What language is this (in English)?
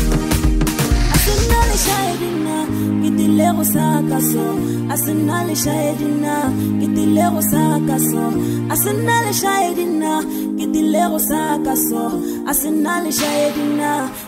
Swahili